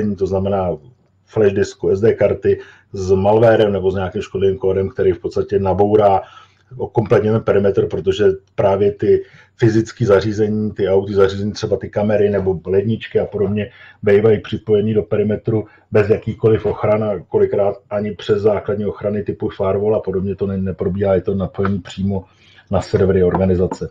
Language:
Czech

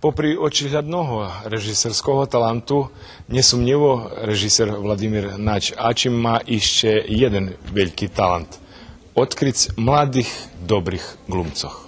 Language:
Rusyn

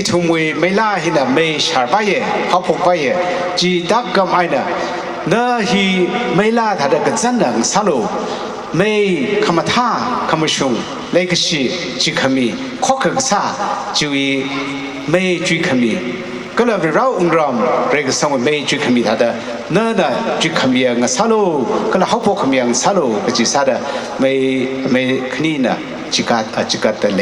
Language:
Tangkhul Naga (India)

